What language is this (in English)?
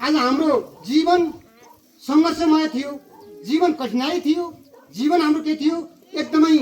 Nepali